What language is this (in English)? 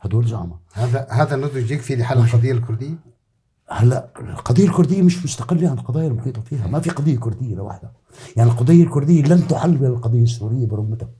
North Levantine Arabic